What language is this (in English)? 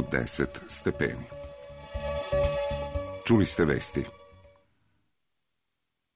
Serbian